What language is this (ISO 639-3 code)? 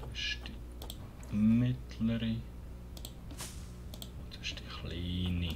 gsw